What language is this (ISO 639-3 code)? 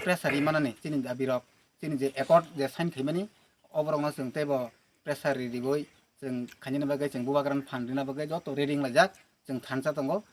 trp